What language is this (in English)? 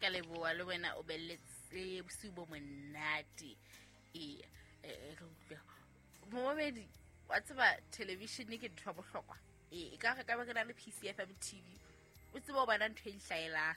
Southern Sotho